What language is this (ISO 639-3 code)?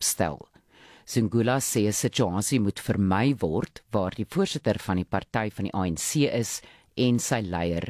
afr